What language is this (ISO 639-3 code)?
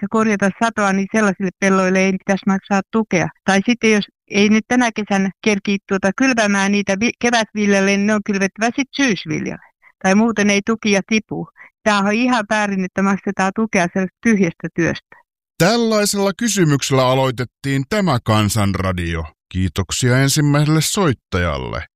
fin